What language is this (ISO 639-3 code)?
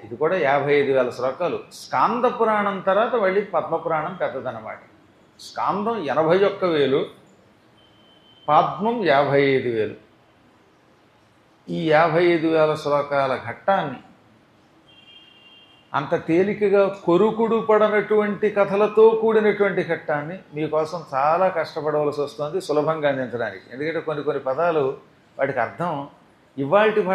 tel